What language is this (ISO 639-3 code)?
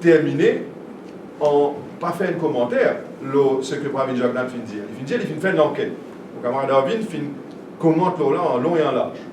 mfe